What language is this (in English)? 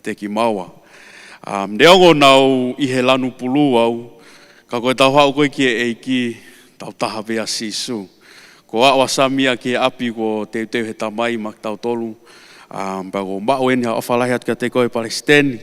Tongan